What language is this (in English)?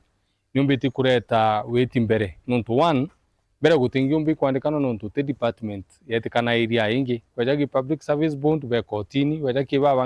Meru